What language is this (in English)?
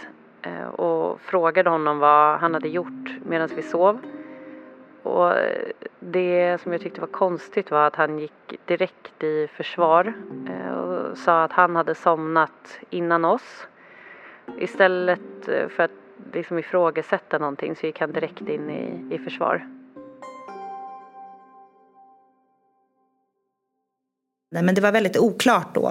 Swedish